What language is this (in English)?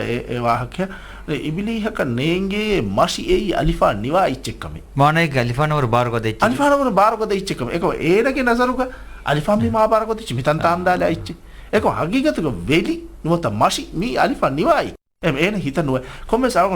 Divehi